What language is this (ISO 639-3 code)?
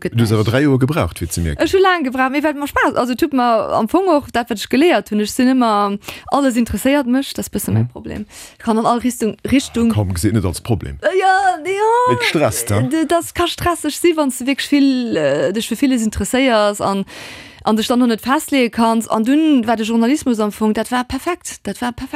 ltz